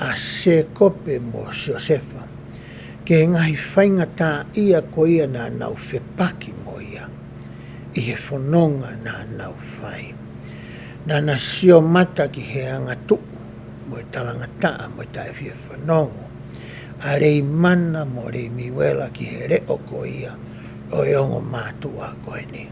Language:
Tongan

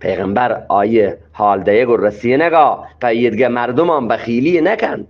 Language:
Eastern Balochi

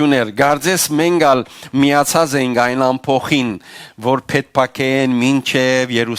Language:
Western Armenian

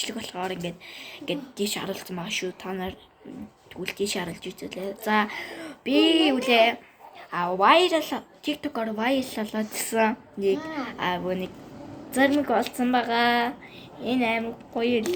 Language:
Mongolian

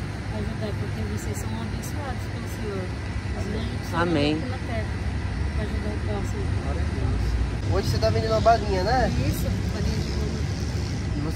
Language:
Portuguese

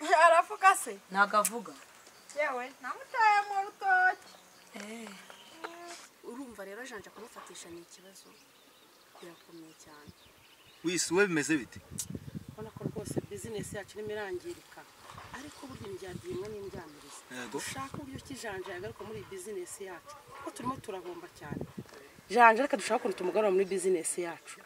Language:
Kinyarwanda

